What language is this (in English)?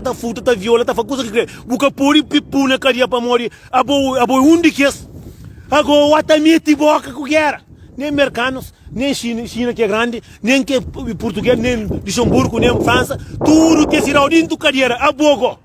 Kabuverdianu